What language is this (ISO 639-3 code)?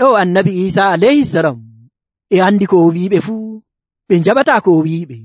fuv